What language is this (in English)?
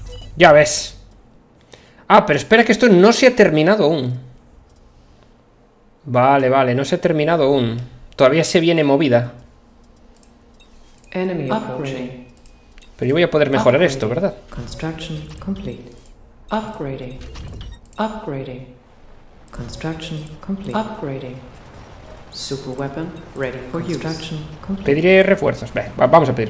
Spanish